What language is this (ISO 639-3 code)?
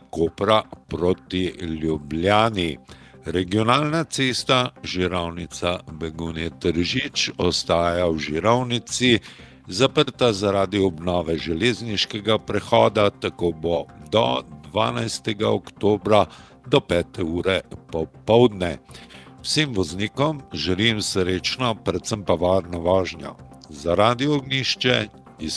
slv